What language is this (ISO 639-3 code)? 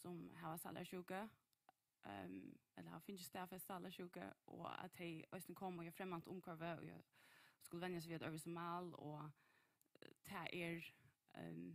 fao